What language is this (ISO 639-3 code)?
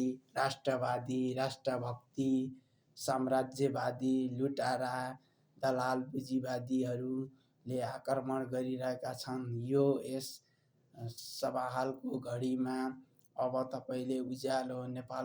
nep